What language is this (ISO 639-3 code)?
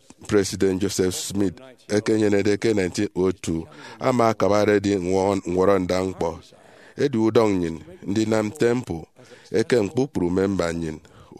efi